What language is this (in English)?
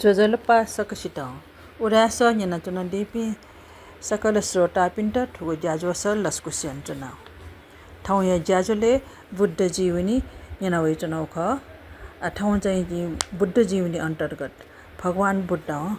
Newari